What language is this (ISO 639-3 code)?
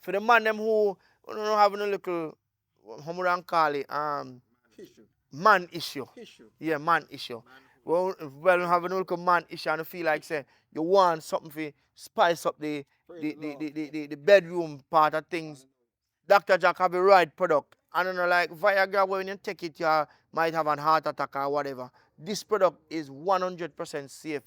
jam